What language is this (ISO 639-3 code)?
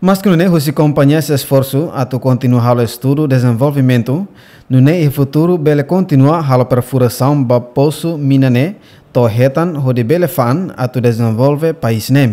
tet